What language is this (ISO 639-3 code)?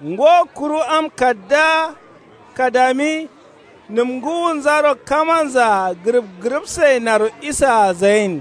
kau